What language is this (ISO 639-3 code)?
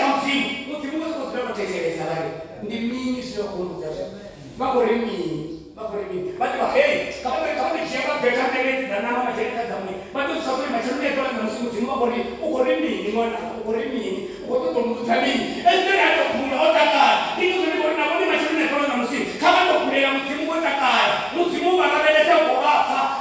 ven